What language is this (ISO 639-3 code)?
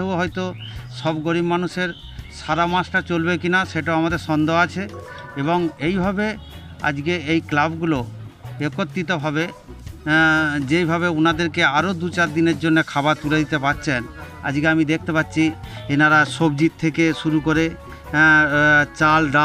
ben